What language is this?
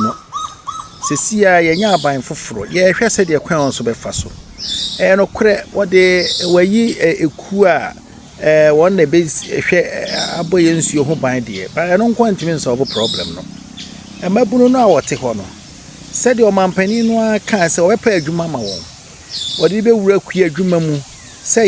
Akan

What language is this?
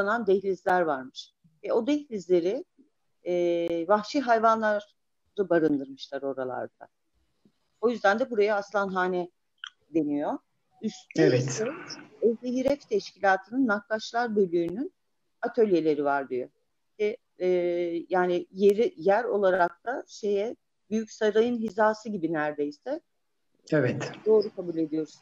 Turkish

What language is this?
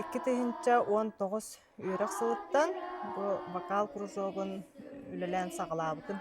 Yakut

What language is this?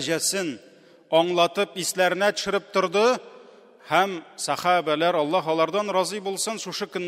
Tatar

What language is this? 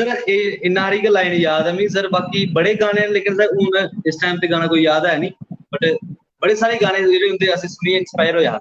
Dogri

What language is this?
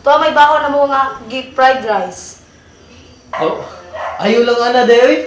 Cebuano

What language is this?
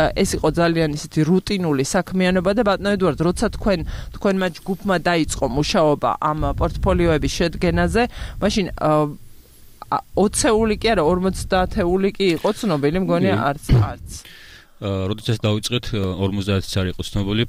Georgian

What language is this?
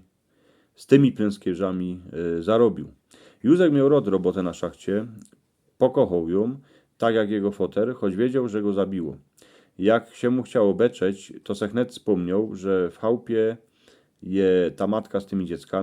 Silesian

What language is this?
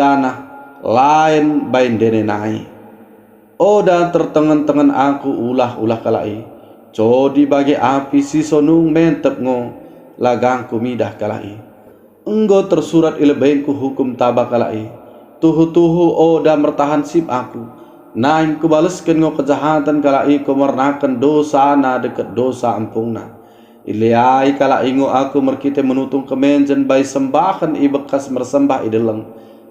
Batak Dairi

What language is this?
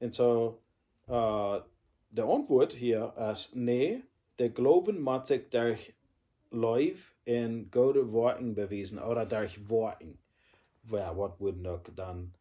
Plautdietsch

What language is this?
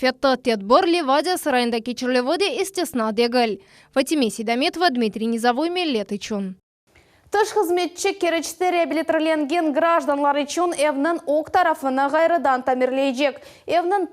Crimean Tatar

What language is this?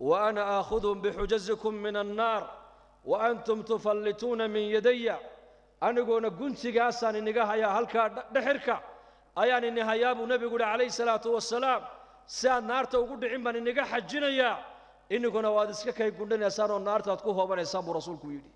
Somali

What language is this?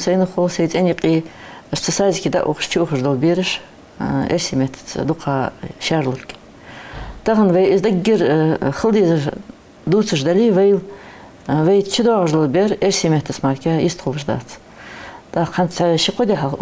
Ingush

